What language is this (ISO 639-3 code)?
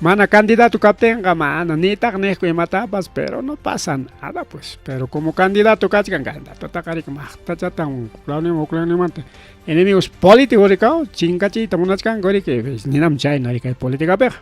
quy